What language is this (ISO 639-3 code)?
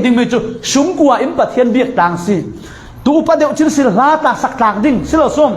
cfm